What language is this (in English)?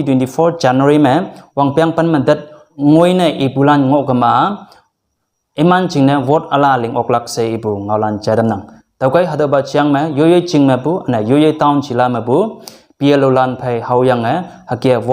Konyak Naga